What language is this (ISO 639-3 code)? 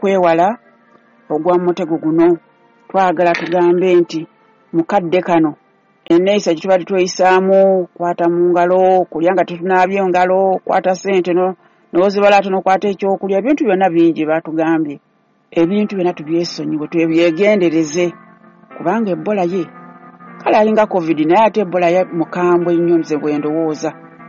lug